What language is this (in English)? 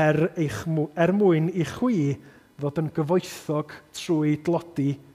Welsh